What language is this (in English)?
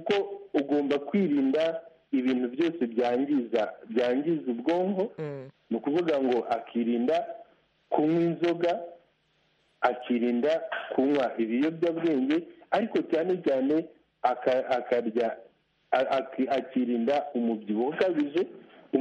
Kinyarwanda